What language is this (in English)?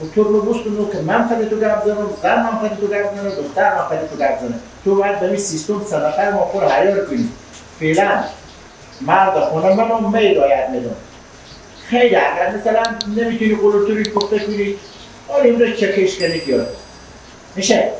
Persian